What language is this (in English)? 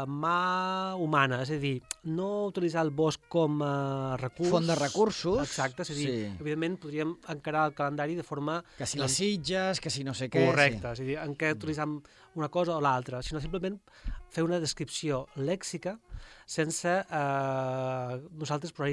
Catalan